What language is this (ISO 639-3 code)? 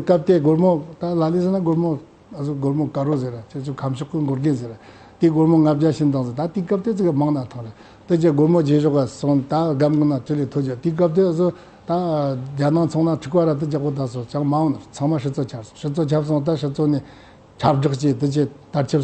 bod